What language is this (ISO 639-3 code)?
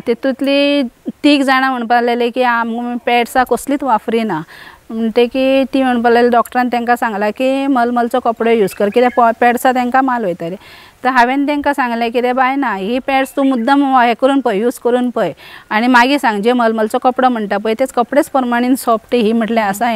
kok